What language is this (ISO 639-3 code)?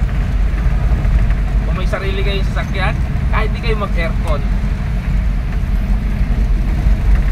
fil